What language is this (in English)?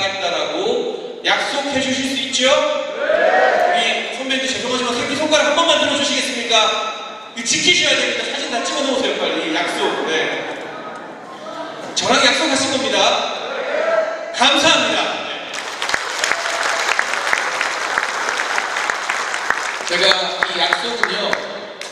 Korean